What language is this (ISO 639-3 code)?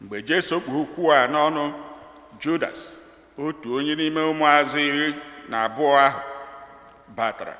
ibo